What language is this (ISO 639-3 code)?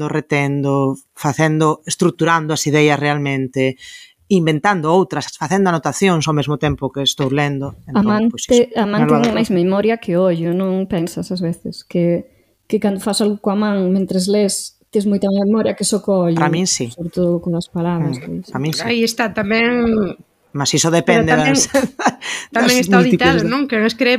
glg